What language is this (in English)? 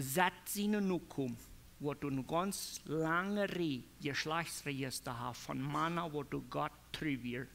Plautdietsch